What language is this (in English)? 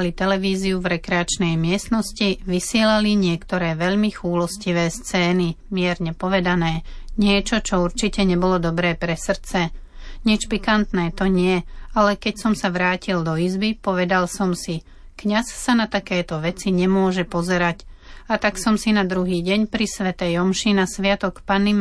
Slovak